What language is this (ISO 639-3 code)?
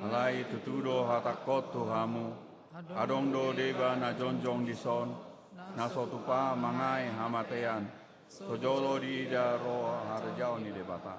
bbc